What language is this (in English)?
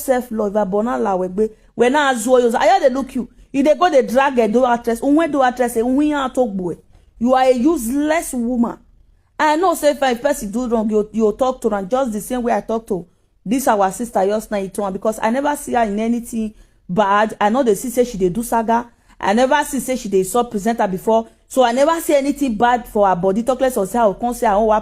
Nigerian Pidgin